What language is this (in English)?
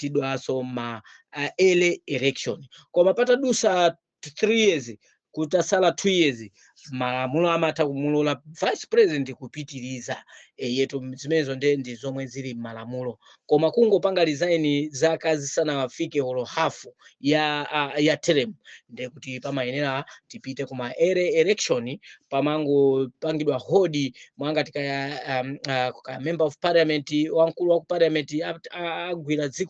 Nyanja